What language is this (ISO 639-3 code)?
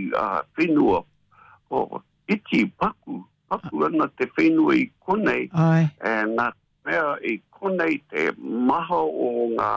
mri